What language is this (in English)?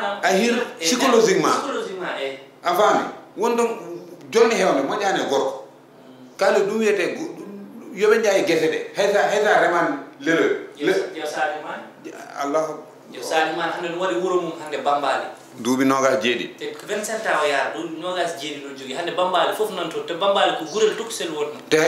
Fula